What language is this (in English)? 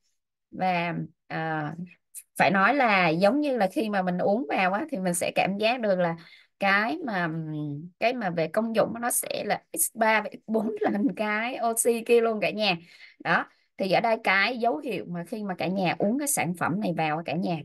Vietnamese